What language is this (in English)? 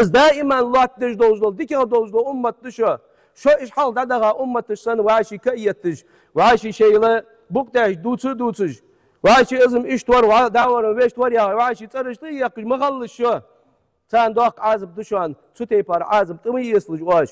Ingush